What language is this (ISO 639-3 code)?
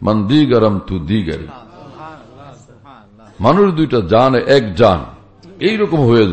ben